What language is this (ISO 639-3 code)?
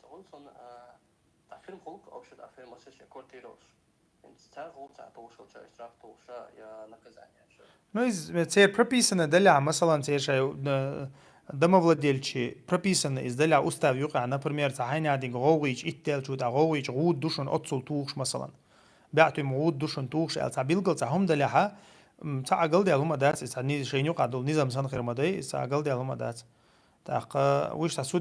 che